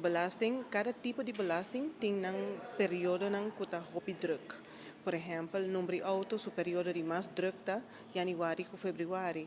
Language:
Papiamento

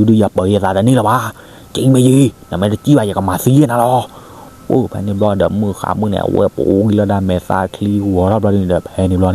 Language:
S'gaw Karen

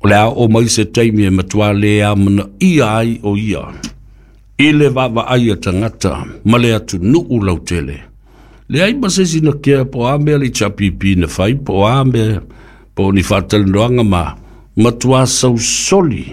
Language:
Samoan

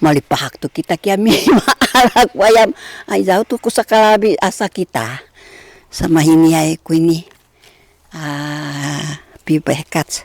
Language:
Sakizaya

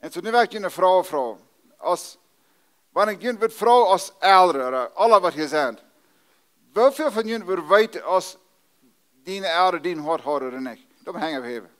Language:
Plautdietsch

